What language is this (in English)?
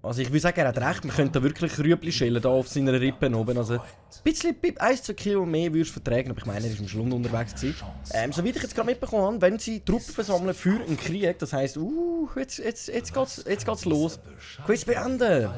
Swiss German